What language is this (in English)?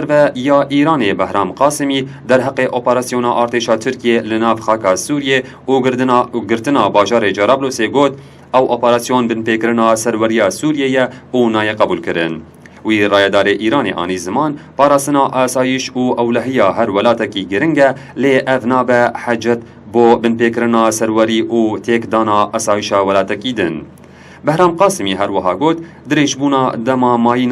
Kurdish